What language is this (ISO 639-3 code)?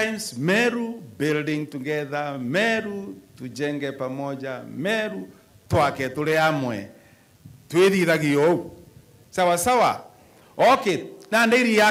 mer